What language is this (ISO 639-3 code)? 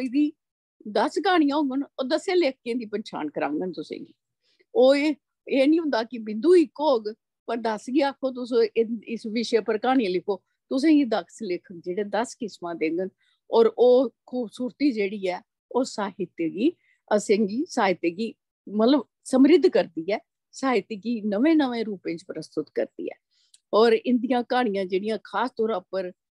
doi